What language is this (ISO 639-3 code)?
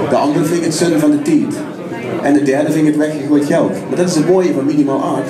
lim